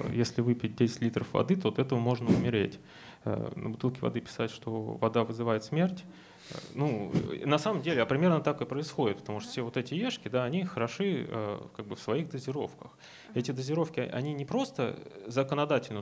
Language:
Russian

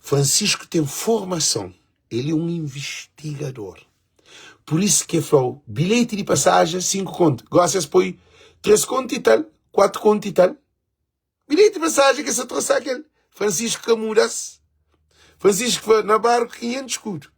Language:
Kabuverdianu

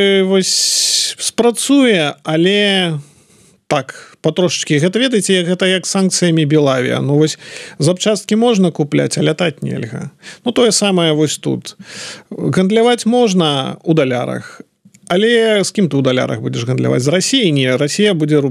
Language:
Belarusian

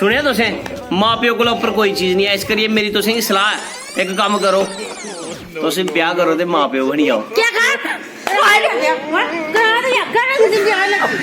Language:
Dogri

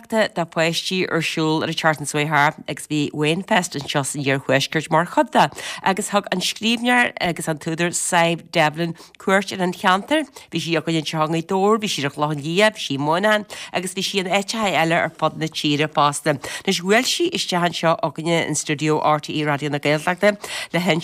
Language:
Irish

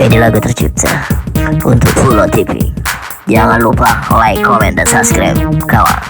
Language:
Musi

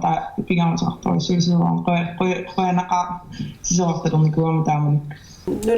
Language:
Kalaallisut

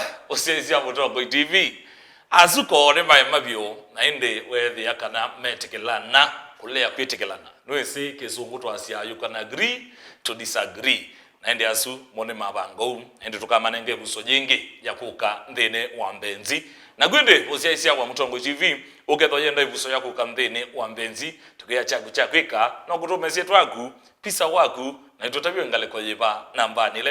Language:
Kamba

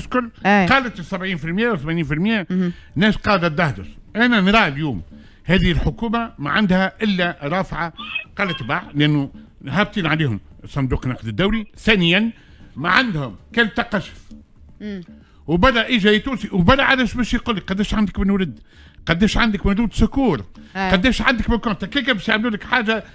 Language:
Tunisian Arabic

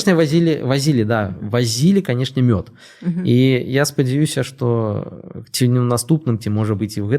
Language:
Belarusian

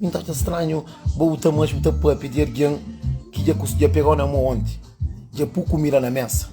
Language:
Kabuverdianu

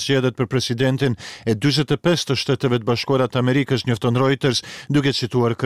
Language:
Albanian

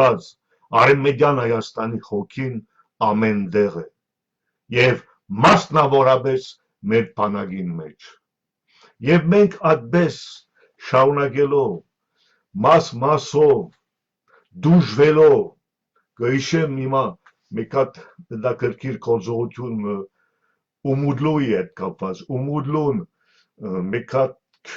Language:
Western Armenian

